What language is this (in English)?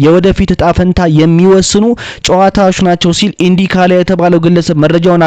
Amharic